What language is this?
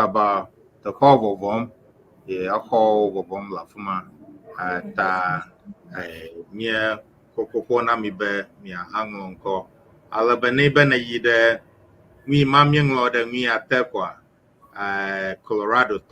Ewe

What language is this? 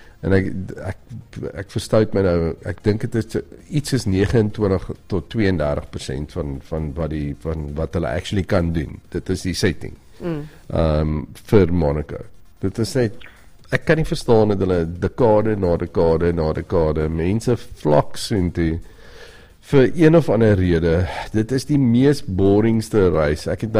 Afrikaans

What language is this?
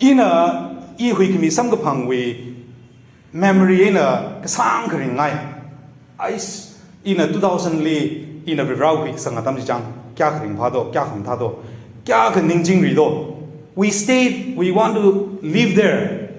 Tangkhul Naga (India)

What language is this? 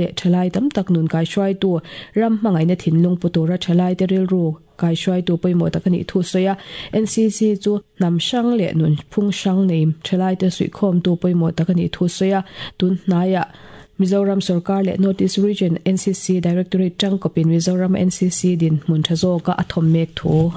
Mizo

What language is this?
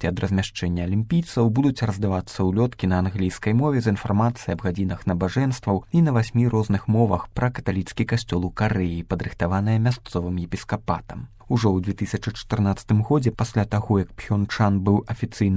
Belarusian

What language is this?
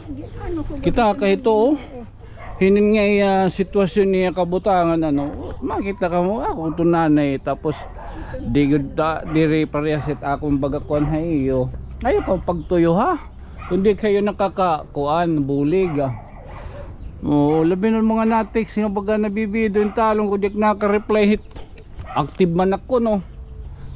Waray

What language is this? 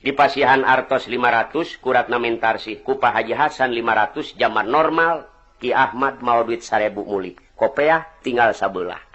Sundanese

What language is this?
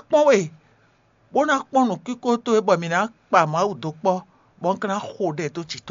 Fon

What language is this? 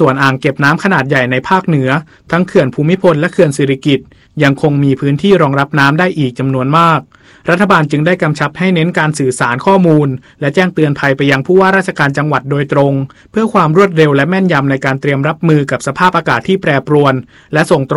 Thai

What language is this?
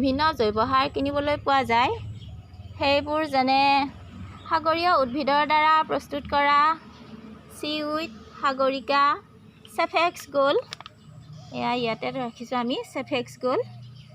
Assamese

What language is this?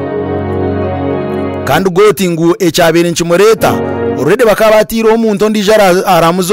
Kinyarwanda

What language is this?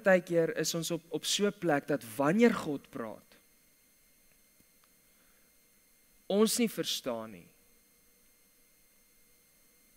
Afrikaans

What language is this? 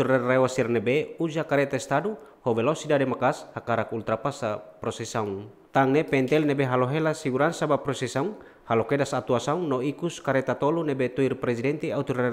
Tetum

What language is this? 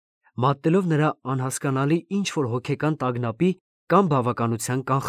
Armenian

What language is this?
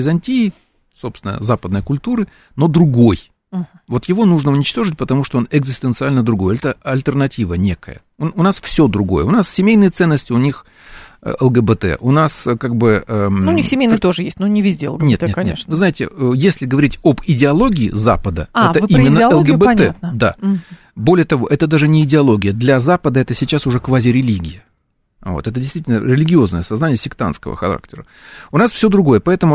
Russian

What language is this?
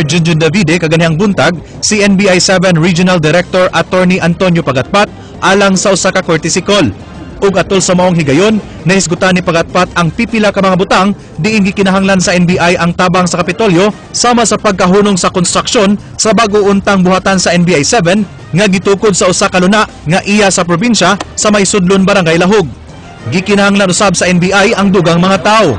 Cebuano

